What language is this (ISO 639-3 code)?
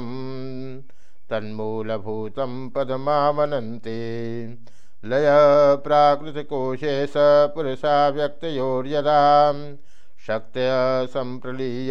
san